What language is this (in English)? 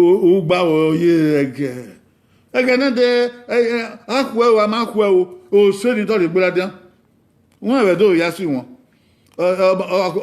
Bini